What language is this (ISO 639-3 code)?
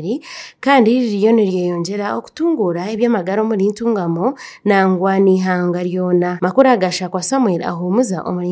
nyn